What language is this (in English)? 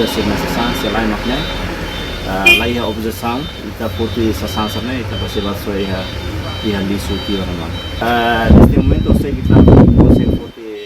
Tetum